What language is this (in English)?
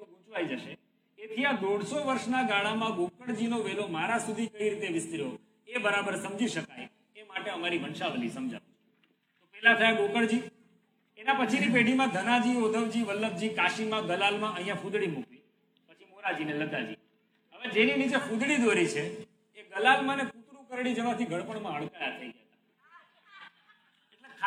Gujarati